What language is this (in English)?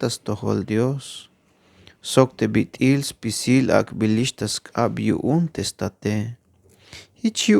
Tzeltal